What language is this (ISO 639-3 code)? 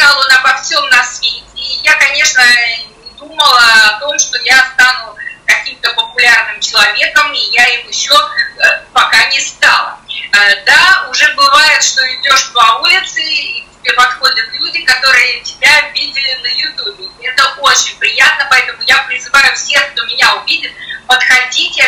rus